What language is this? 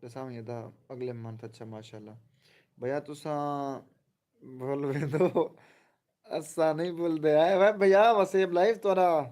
Saraiki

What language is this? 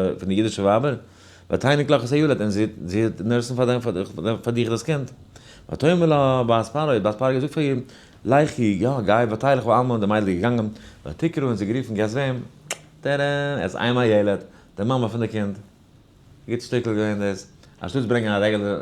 Yiddish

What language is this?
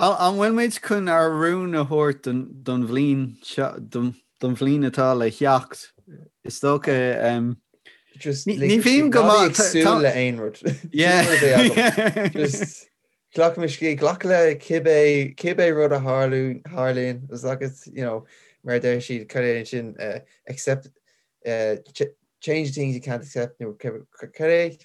Irish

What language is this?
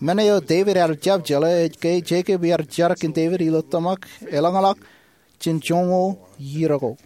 Marshallese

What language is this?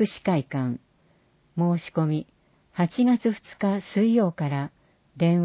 Japanese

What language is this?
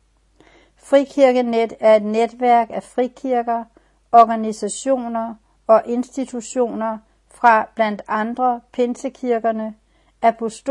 Danish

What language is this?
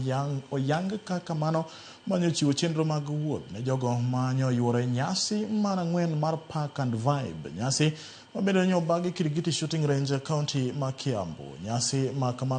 Luo (Kenya and Tanzania)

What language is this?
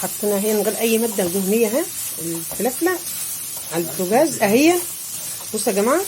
Egyptian Arabic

